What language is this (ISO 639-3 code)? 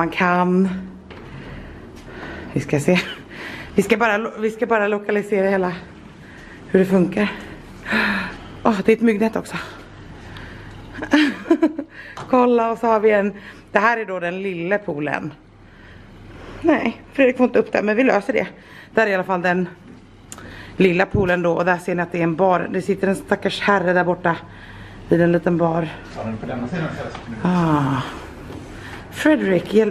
swe